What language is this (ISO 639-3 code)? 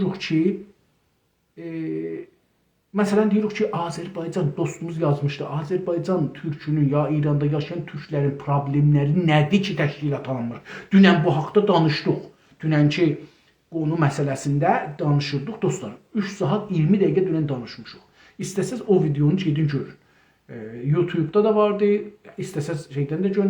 azb